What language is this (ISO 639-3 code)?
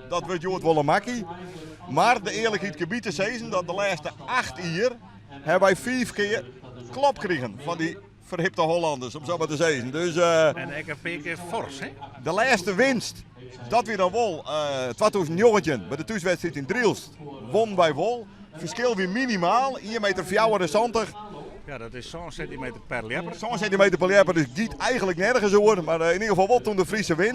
fry